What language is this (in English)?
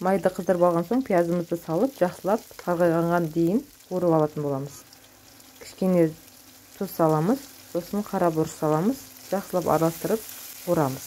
Kazakh